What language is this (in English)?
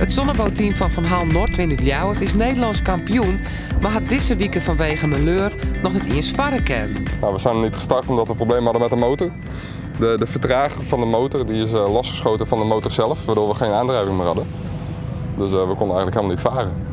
Western Frisian